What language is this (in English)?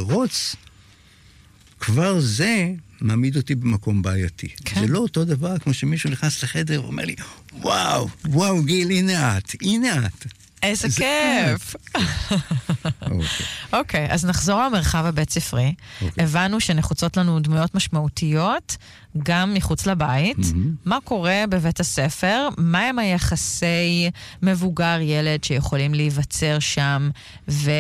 Hebrew